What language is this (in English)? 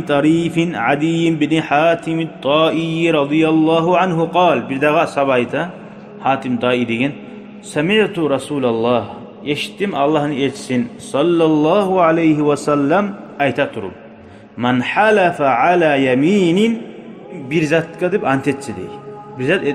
Kumyk